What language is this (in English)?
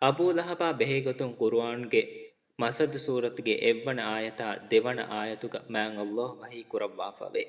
Divehi